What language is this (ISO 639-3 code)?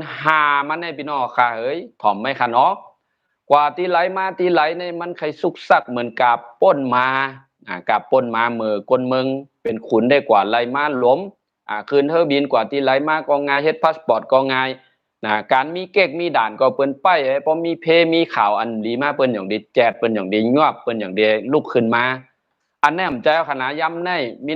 shn